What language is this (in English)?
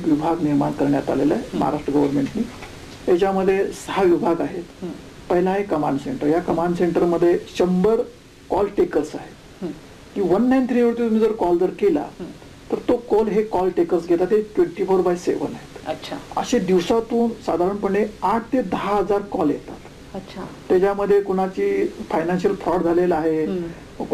Marathi